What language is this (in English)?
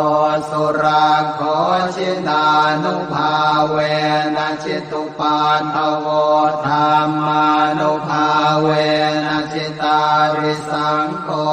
Pali